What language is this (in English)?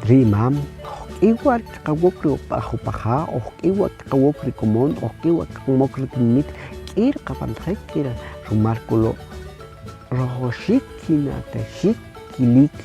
Kʼicheʼ